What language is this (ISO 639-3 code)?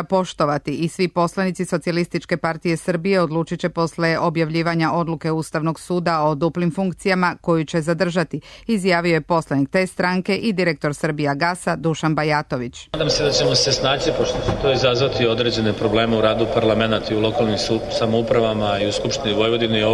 srp